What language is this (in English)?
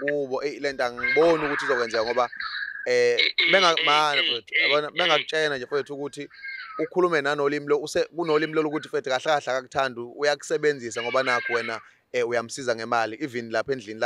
Zulu